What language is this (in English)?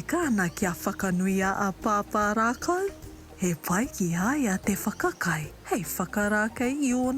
Māori